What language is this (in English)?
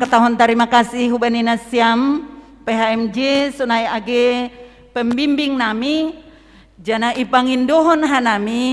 Batak Simalungun